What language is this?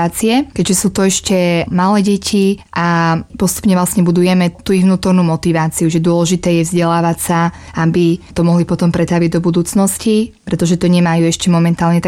Slovak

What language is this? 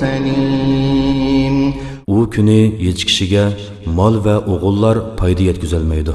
Uyghur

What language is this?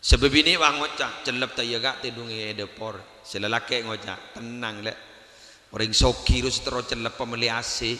Madurese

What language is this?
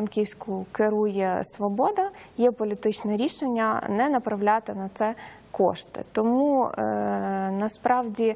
Ukrainian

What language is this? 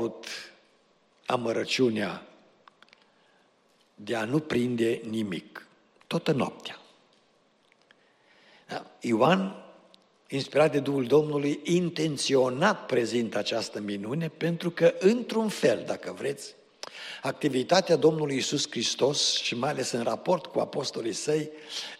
Romanian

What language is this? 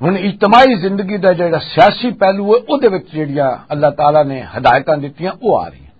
Western Panjabi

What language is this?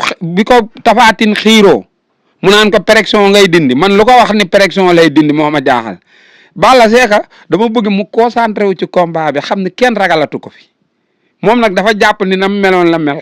Wolof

